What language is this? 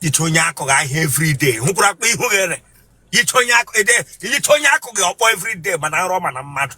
Igbo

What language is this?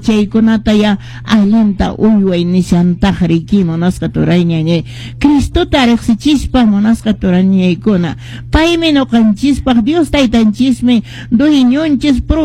Quechua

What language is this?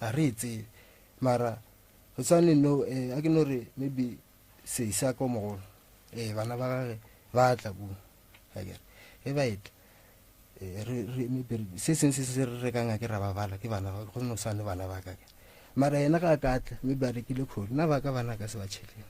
Northern Sotho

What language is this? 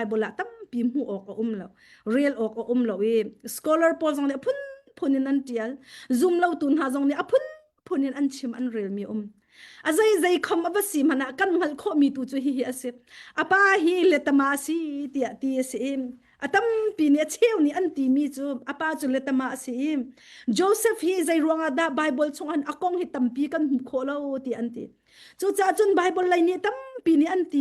Hakha Chin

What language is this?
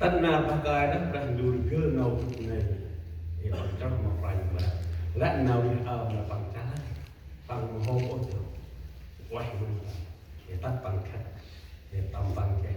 Central Mnong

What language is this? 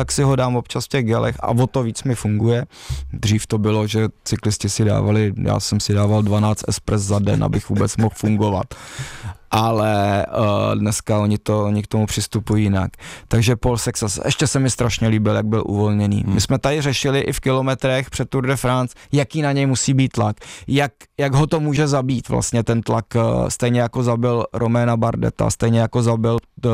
Czech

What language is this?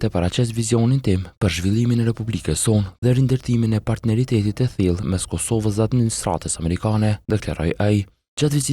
Albanian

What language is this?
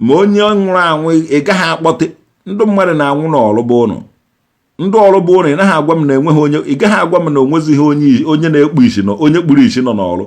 Igbo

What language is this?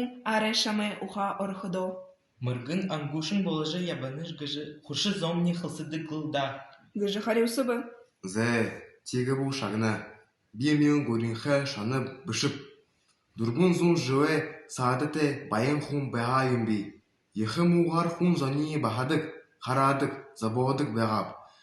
Buriat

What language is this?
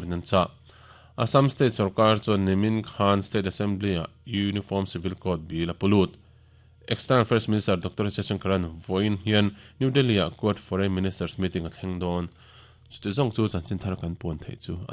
Mizo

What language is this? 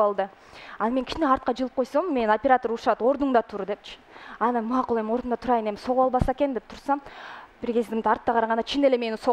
Kyrgyz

